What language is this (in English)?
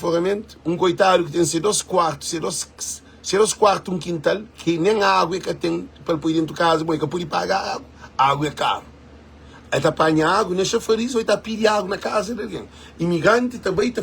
Kabuverdianu